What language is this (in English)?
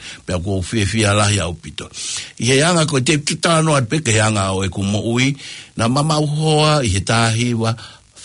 Tongan